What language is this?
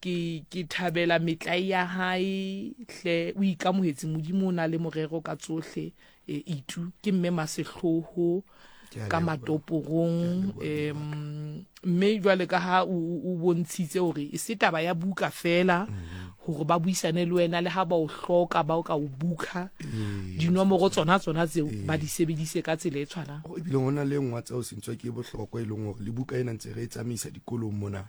Southern Sotho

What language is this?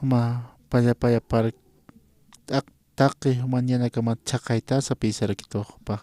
Aymara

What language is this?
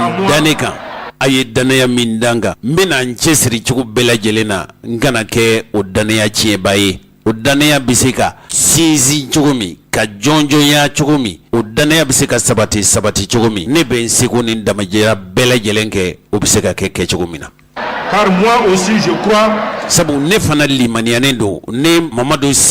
Bambara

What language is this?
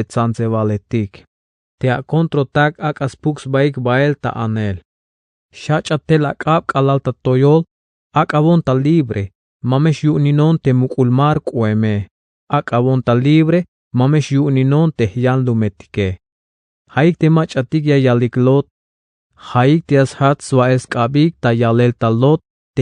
Tzeltal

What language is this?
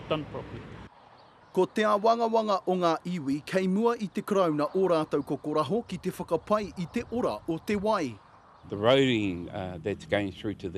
Māori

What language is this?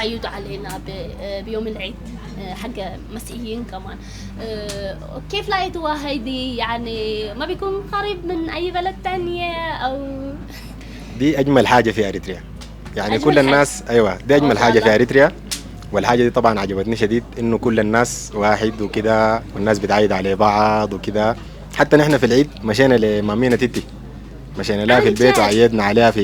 Sudanese Arabic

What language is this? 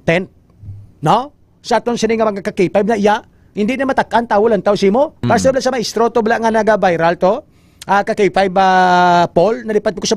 Hiligaynon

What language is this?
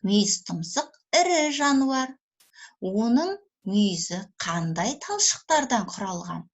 Kazakh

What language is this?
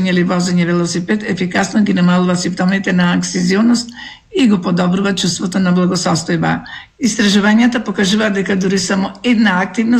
Macedonian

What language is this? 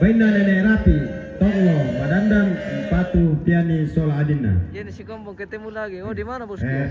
Toraja-Sa'dan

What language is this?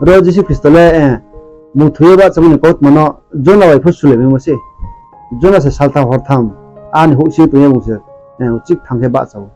Riang (India)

